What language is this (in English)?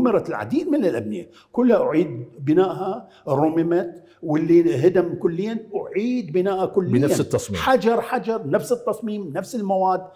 Mesopotamian Arabic